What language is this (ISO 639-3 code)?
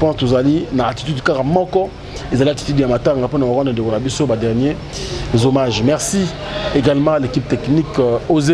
lin